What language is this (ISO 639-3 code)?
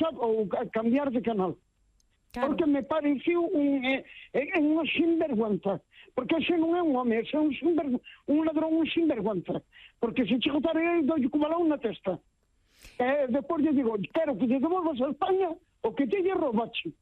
glg